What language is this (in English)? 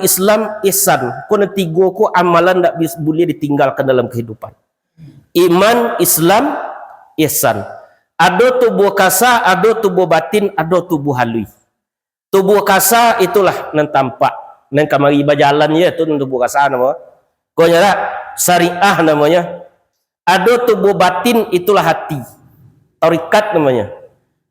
Minangkabau